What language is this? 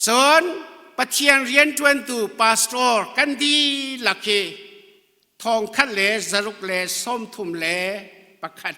Hakha Chin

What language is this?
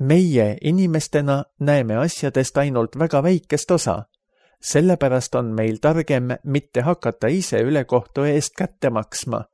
Estonian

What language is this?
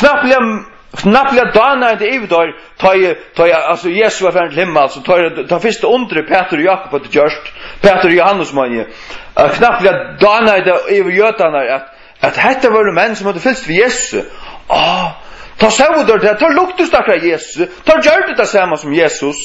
Faroese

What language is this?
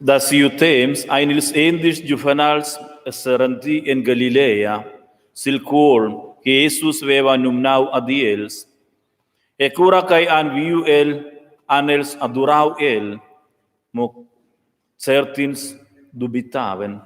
Romansh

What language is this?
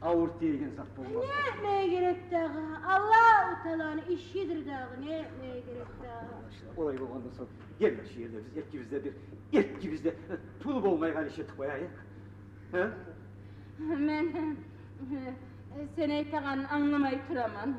Kumyk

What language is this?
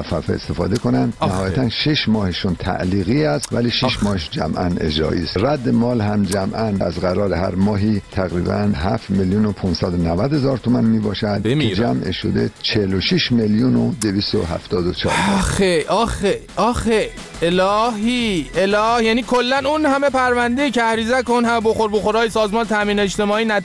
Persian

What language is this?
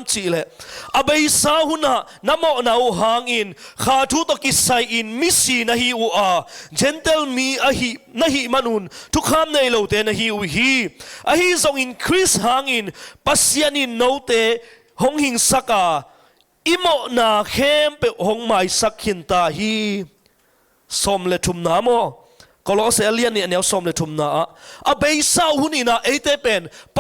Tedim Chin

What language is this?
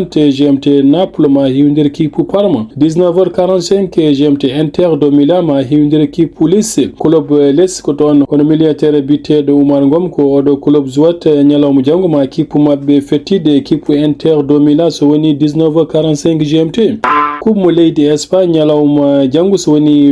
Fula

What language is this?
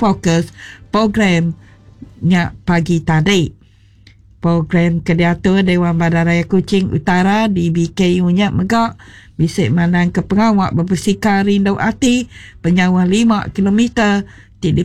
Iban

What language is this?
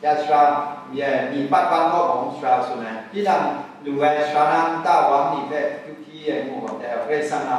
Kachin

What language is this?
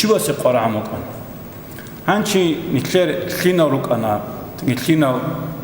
Avaric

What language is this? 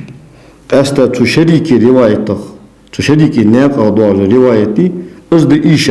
Ingush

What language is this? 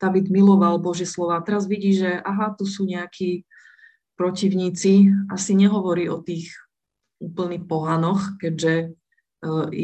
Slovak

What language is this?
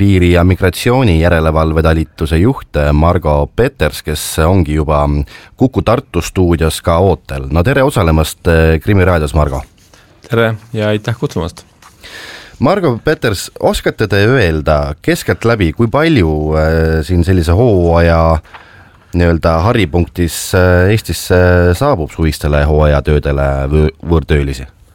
Estonian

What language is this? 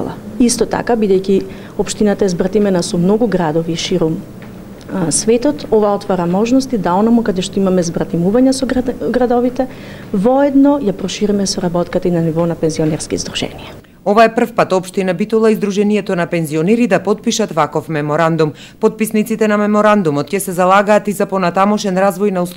Macedonian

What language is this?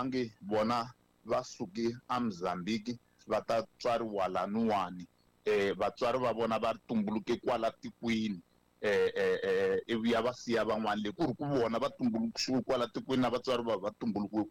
Tsonga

